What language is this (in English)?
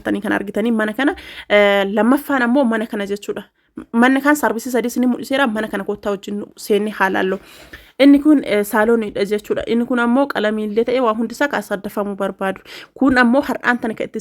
Oromo